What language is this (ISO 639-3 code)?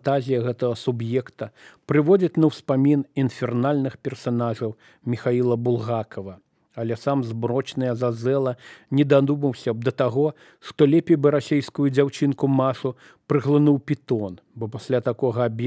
bel